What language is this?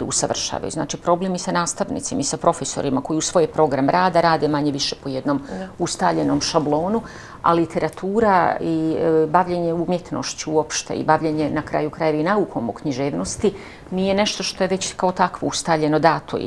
Bosnian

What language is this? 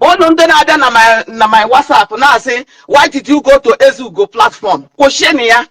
Igbo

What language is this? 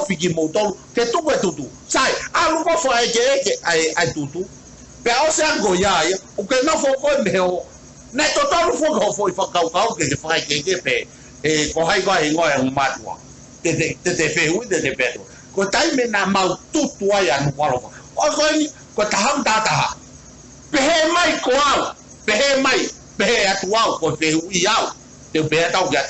Tongan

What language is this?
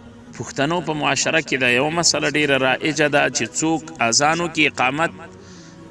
Pashto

